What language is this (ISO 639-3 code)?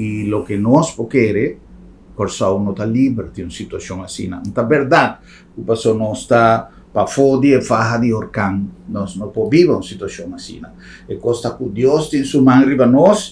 pap